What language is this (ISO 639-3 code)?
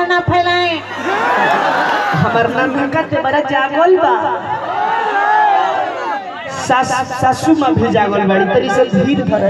bho